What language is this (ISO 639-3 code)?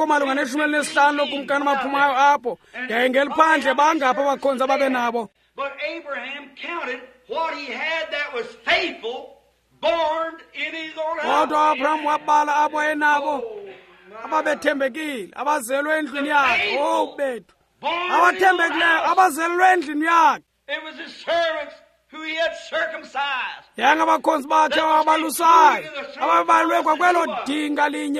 xho